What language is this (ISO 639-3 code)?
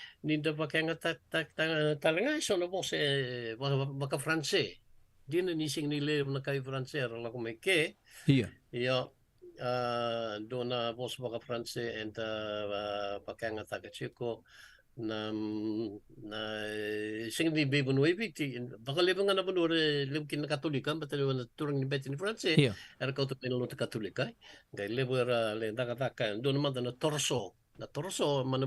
fij